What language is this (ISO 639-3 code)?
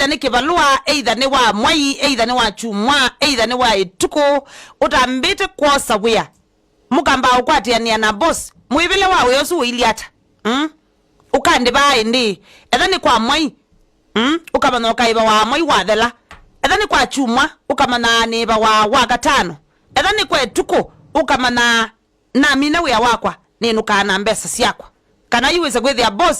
kam